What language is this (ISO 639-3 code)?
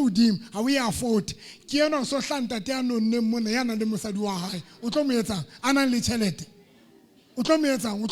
sot